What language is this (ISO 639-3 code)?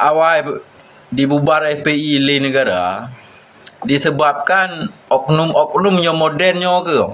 ace